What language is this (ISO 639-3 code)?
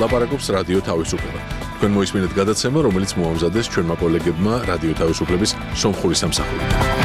hye